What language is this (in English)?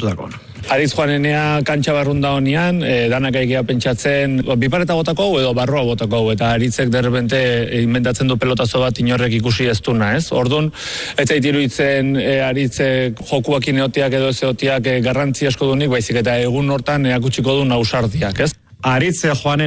Basque